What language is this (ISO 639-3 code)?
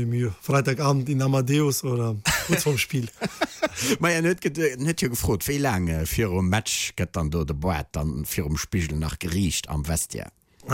ltz